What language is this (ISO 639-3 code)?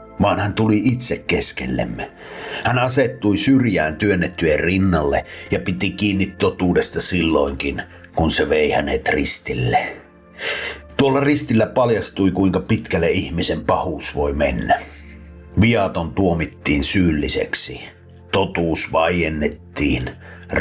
fin